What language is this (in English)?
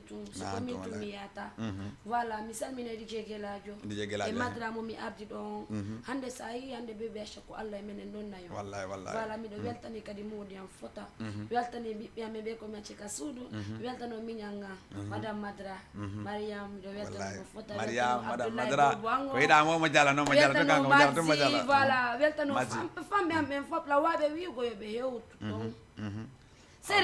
Fula